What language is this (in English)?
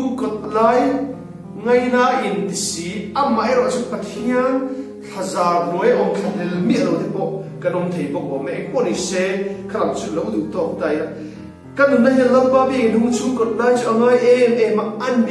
Hmar